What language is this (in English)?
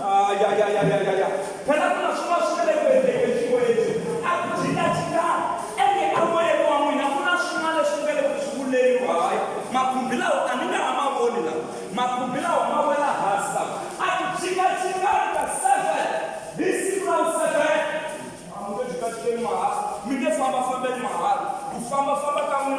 Tsonga